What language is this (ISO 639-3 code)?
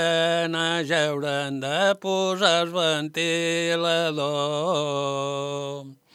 cat